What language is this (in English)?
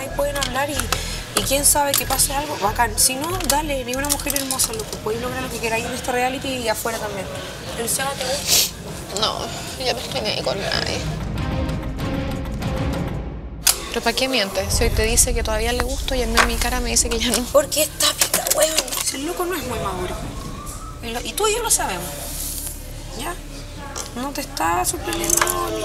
Spanish